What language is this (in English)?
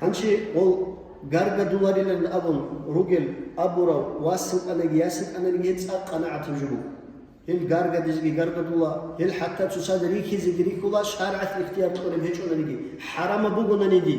Avaric